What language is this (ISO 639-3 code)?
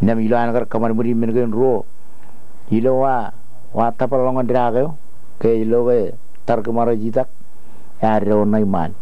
mah